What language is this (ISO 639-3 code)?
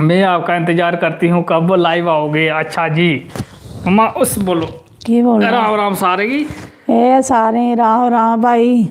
doi